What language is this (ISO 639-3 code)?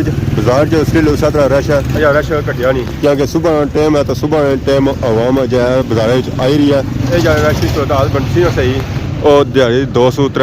phr